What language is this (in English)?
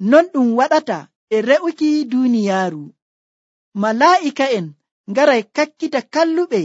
Nigerian Fulfulde